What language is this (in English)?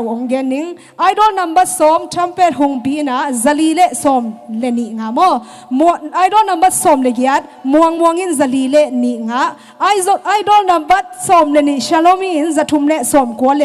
Tedim Chin